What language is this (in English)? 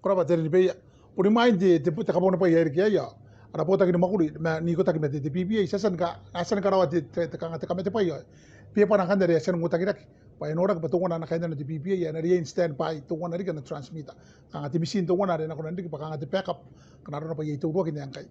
Gilbertese